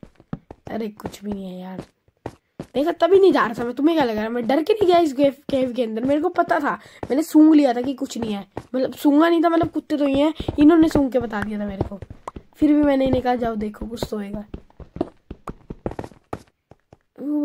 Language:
Hindi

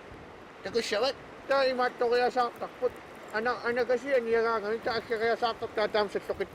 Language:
Kalaallisut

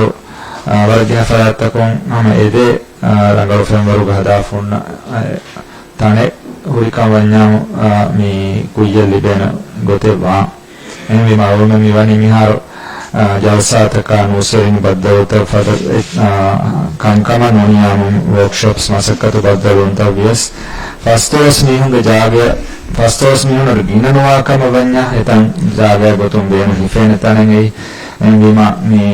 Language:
Divehi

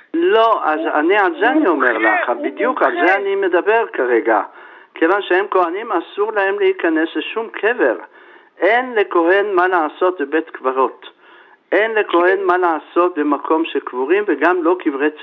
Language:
Hebrew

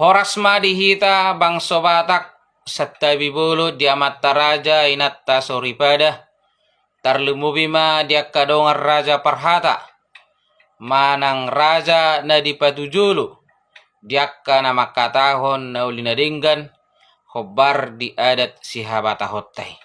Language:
Batak Toba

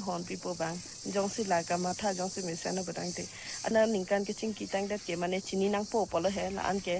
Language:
Karbi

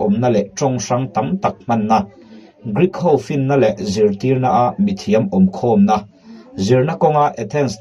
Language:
Mizo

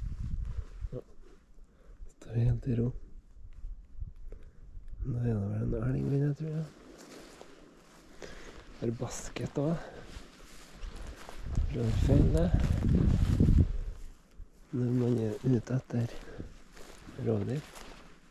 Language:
Norwegian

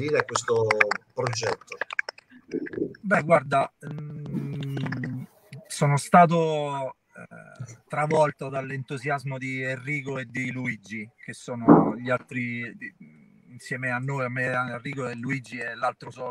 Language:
Italian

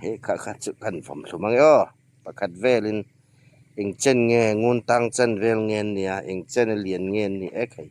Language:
Hmar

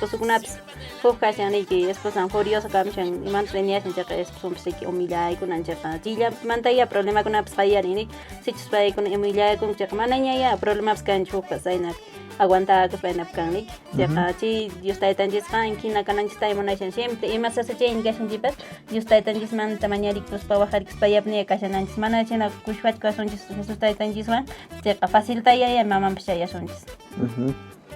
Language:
Quechua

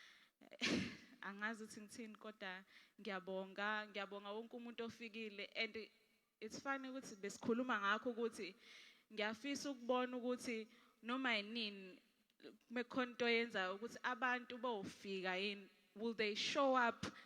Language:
Zulu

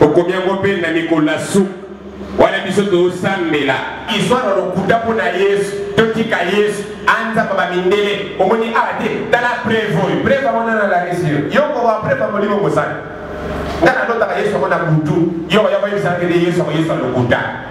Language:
Lingala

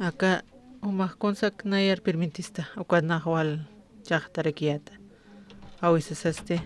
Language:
Aymara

